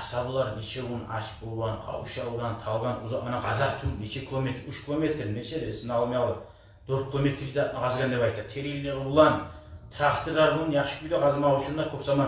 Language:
Kumyk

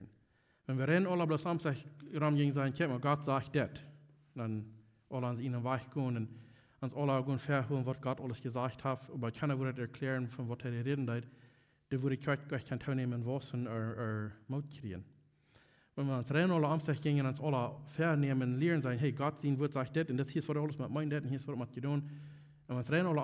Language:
Plautdietsch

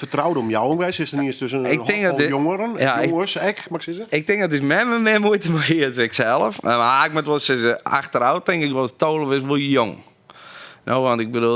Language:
Western Frisian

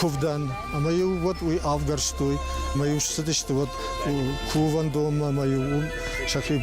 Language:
Ossetic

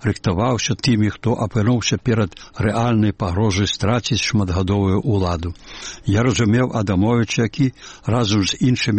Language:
Belarusian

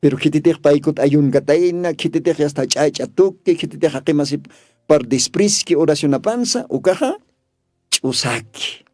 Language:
Aymara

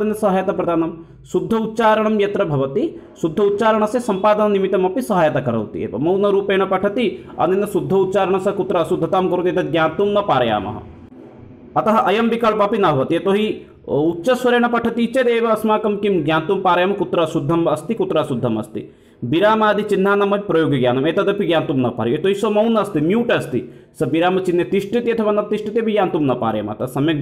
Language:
Sanskrit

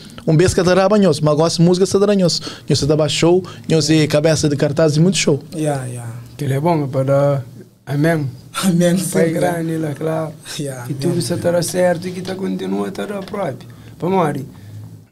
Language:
Kabuverdianu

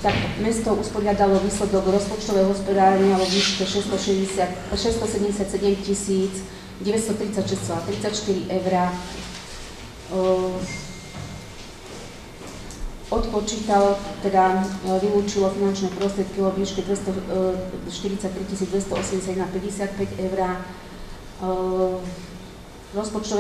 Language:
Slovak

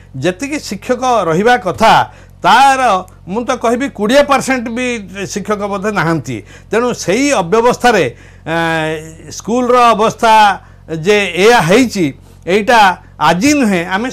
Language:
Odia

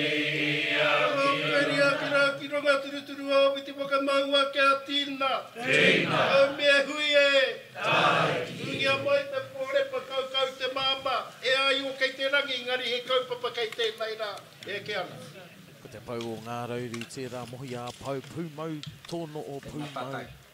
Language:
Māori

